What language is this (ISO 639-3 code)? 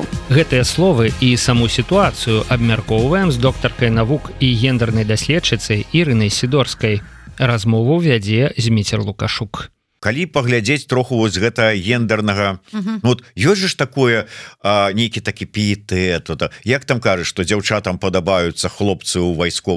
bel